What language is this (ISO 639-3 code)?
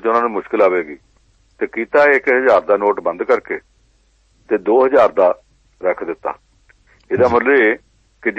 pan